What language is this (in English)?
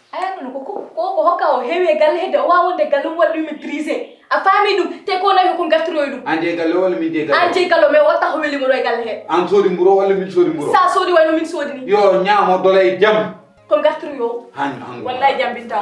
Fula